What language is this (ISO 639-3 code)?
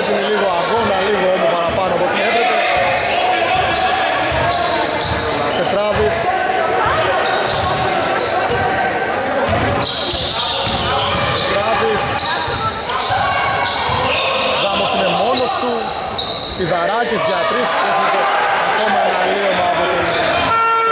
ell